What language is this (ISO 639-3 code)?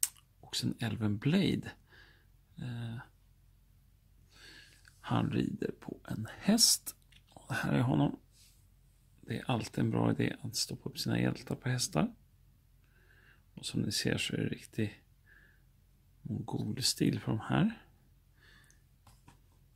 swe